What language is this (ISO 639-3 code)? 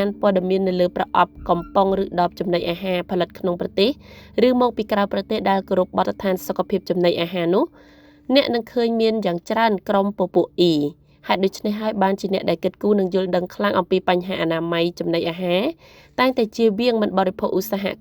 khm